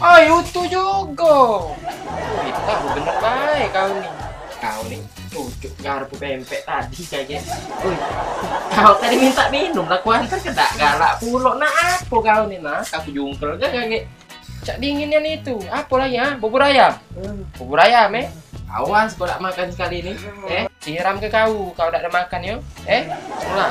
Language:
Musi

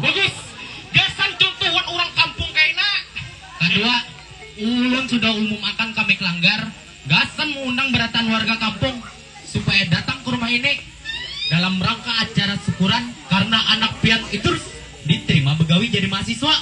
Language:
Banjar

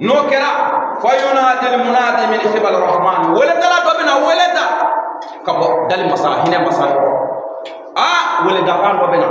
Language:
Bambara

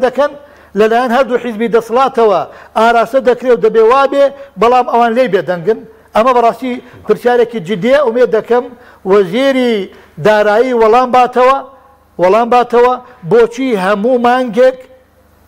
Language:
Central Kurdish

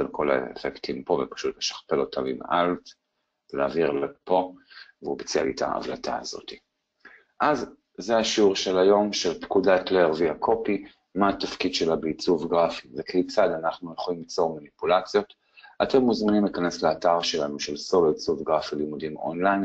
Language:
Hebrew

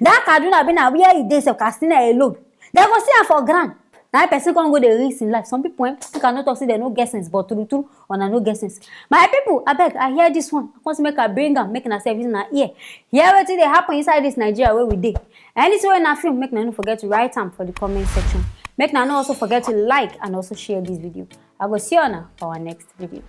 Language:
Nigerian Pidgin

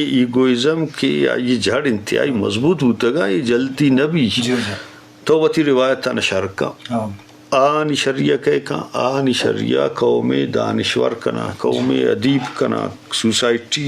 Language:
Eastern Balochi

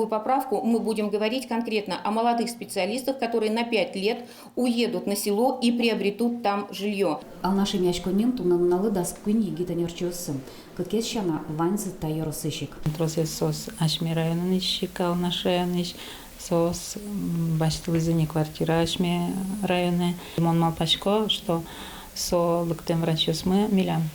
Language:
Udmurt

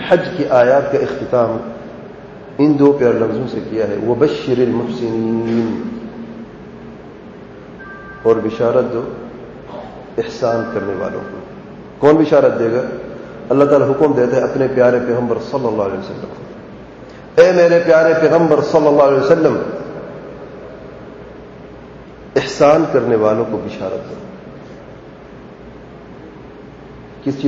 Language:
Urdu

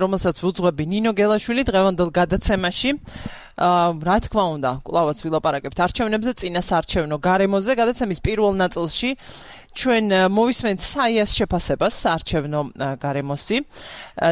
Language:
Georgian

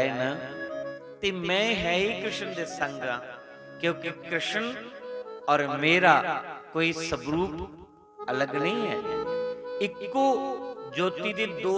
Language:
Dogri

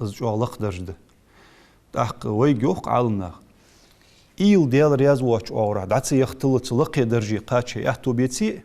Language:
Ingush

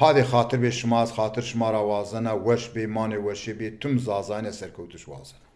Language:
Zaza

